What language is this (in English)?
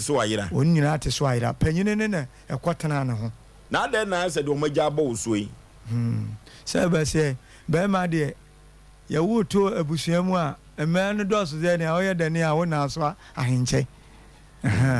Akan